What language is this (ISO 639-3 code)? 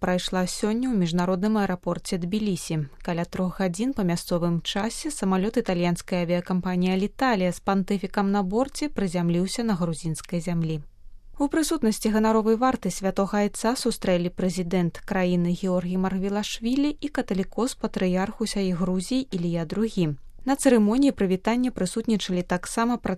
bel